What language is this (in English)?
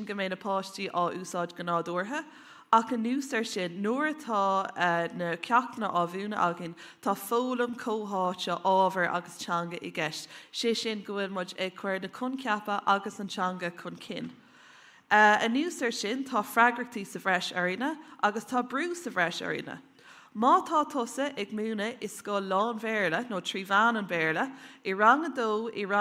Irish